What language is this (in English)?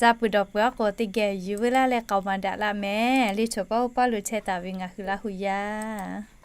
Lahu